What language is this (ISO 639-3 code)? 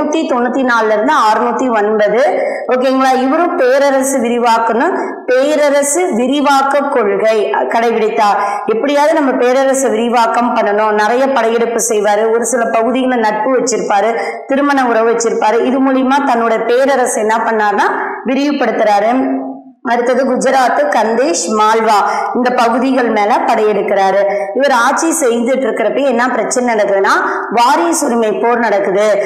tam